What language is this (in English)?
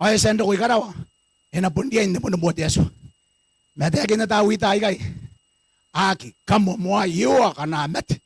Gilbertese